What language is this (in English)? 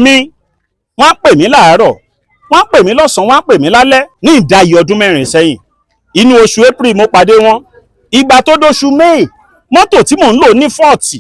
Yoruba